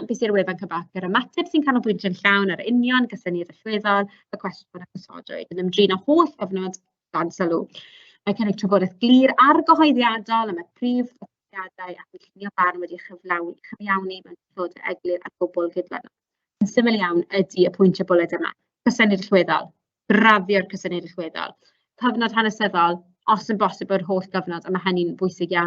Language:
Welsh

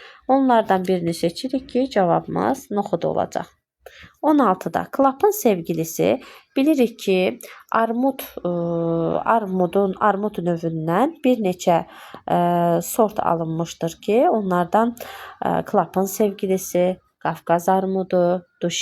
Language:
Azerbaijani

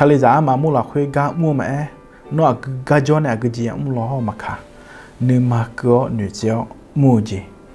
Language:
Akha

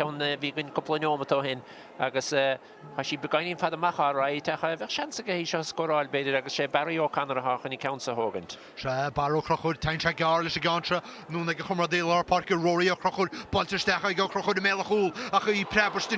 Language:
Irish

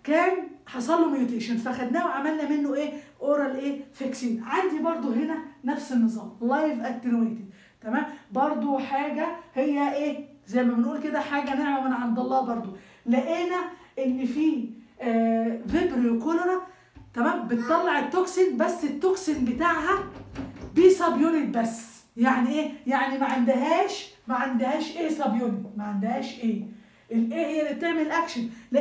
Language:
Egyptian Arabic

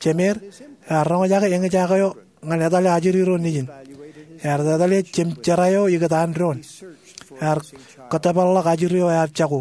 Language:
Marshallese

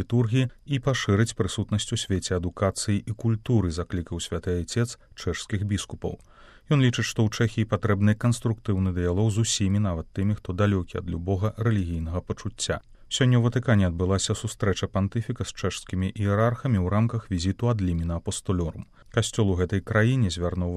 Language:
Belarusian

